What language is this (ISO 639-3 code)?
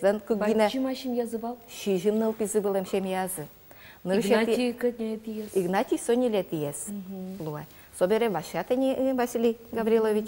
udm